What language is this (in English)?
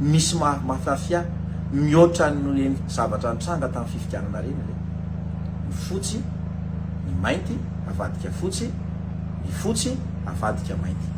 Malagasy